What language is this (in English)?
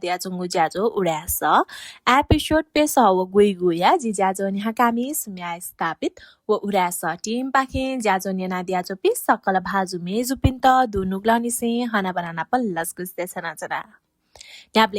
Newari